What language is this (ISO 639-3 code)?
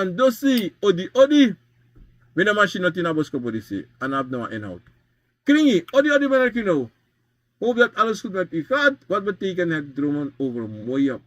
srn